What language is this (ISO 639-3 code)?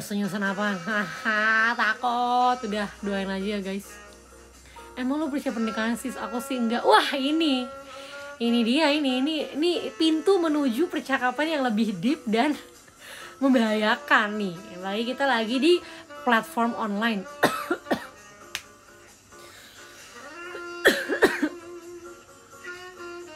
ind